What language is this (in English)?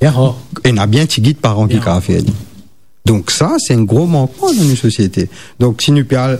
Morisyen